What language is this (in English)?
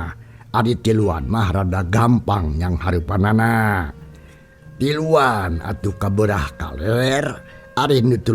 Sundanese